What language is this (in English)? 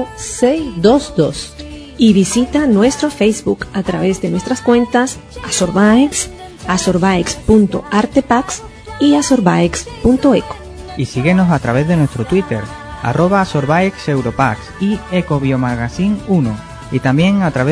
Spanish